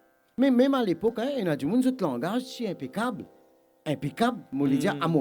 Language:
Morisyen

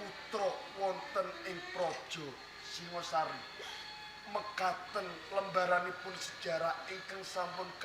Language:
Javanese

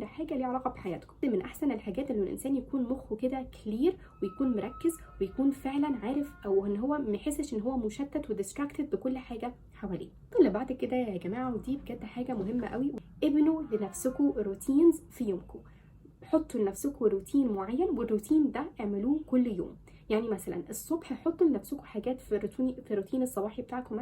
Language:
Egyptian Arabic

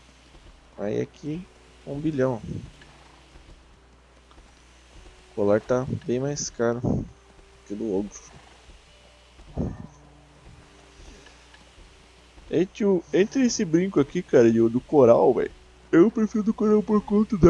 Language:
Portuguese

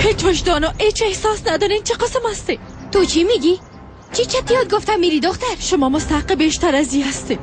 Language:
Persian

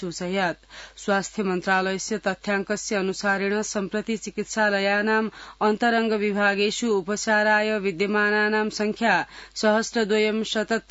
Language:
Sanskrit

